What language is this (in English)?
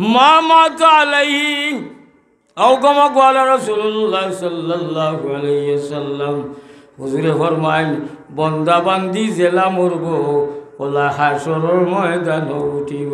Sylheti